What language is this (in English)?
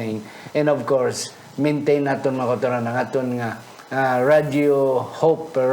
Hiligaynon